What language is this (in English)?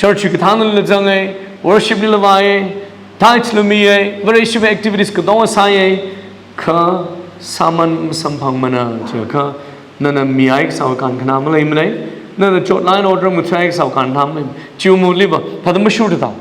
Tangkhul Naga (India)